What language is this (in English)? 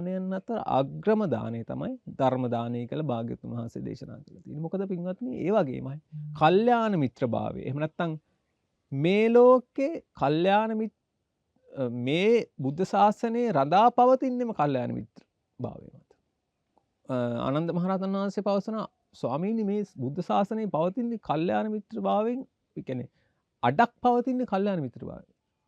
Sinhala